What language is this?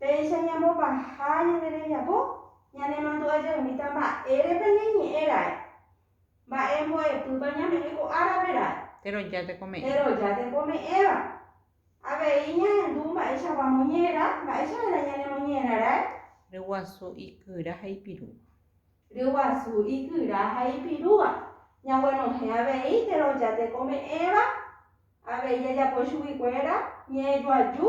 Guarani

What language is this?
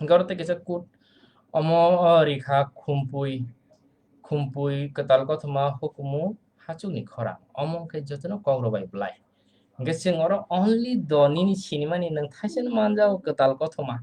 Kok Borok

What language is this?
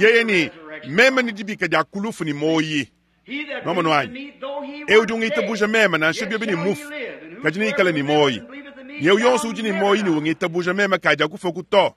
Luba-Lulua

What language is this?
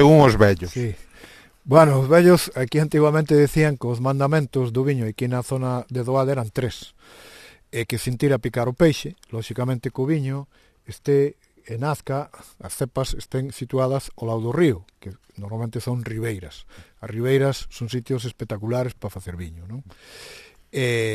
Galician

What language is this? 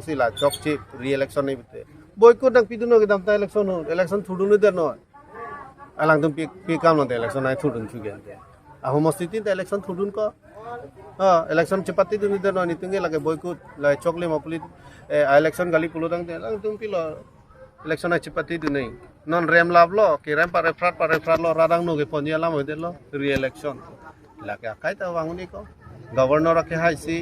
Karbi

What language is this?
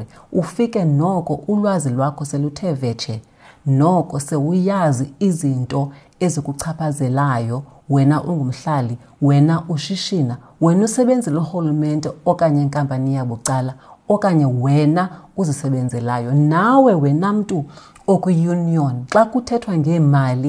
Xhosa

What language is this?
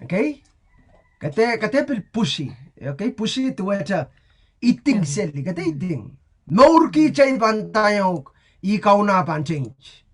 Pohnpeian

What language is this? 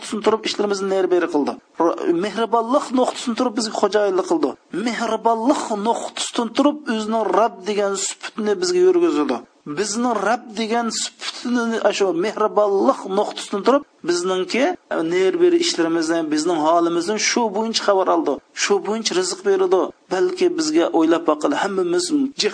Uyghur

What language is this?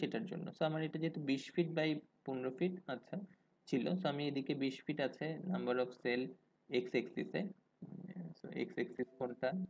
Bangla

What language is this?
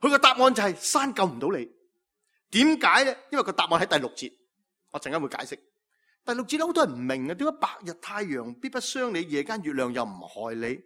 Cantonese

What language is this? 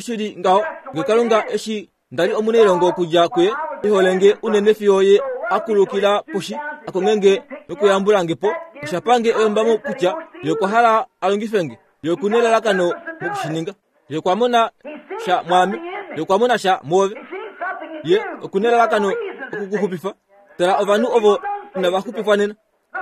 Kuanyama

